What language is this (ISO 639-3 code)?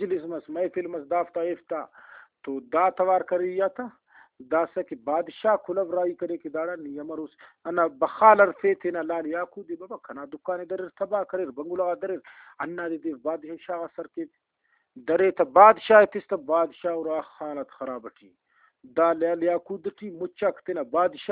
brh